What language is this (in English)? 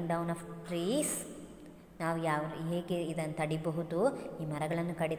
Kannada